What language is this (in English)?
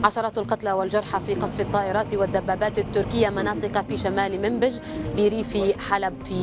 Arabic